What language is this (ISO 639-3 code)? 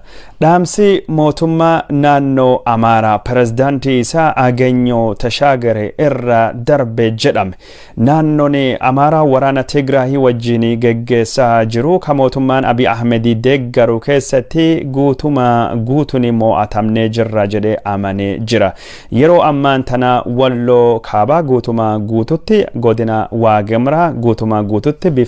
orm